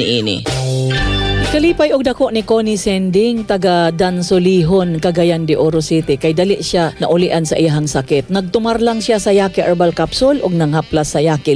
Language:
Cebuano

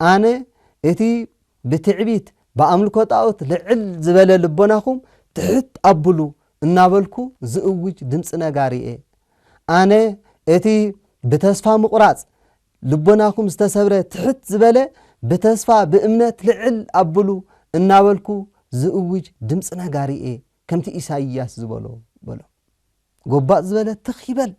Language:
Tigrinya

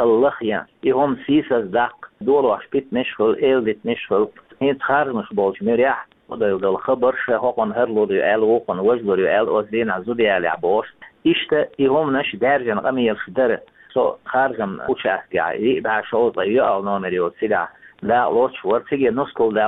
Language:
Chechen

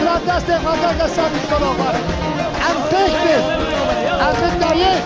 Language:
Kurdish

